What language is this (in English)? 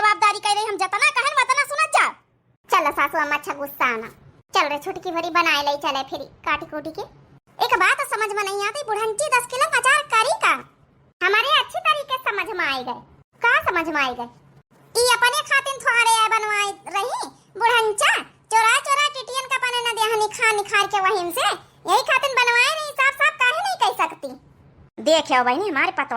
Awadhi